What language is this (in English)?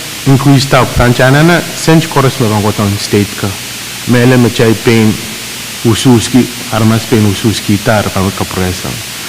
Pohnpeian